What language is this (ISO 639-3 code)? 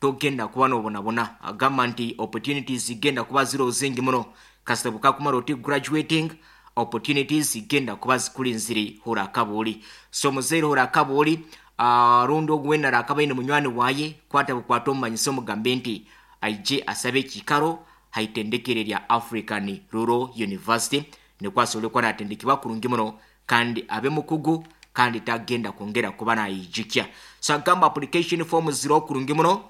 nyn